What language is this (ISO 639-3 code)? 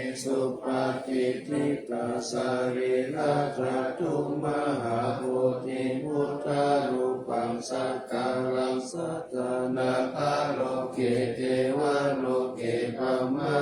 pli